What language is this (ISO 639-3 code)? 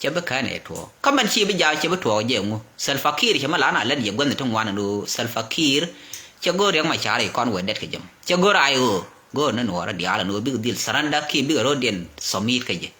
nus